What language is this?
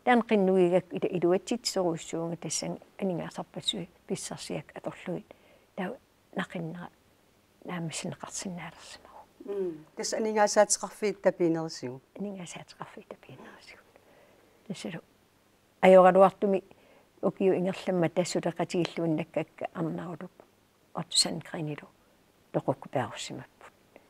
Kalaallisut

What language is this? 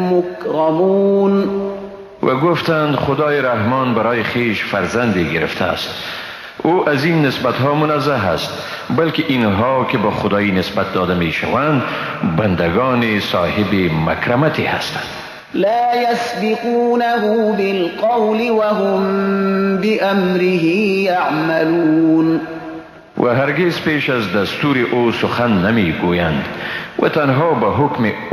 Persian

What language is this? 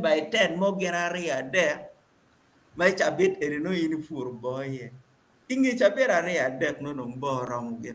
Acoli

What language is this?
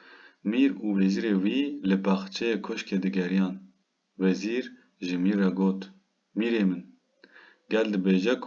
Kurdish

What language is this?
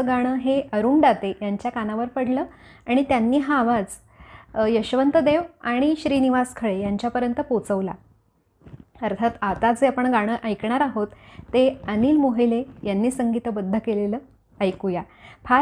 Marathi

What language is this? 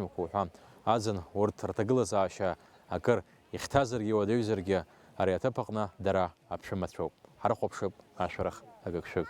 Abkhazian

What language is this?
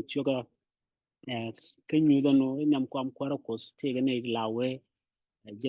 Nuer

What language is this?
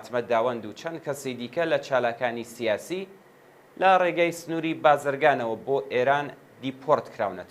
Central Kurdish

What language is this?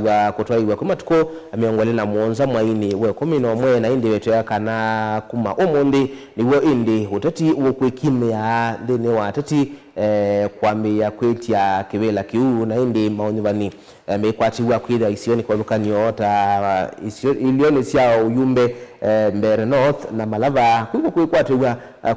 Kamba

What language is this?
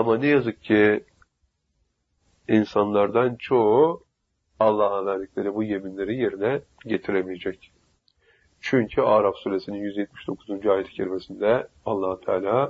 Turkish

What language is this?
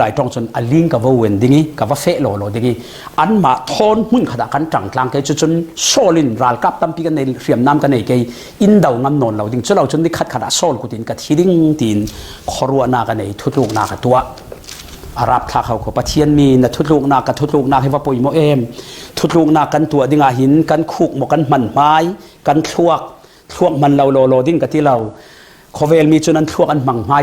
Falam Chin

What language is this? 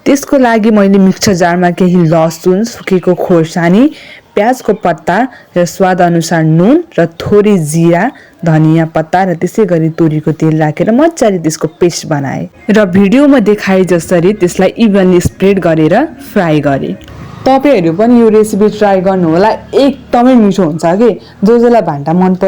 Nepali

